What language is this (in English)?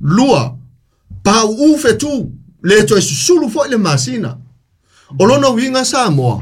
Samoan